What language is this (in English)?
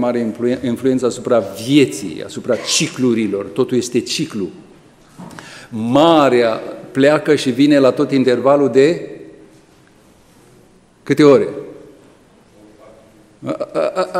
Romanian